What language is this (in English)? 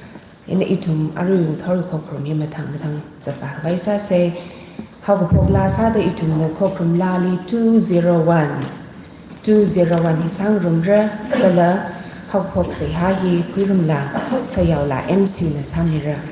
Tangkhul Naga (India)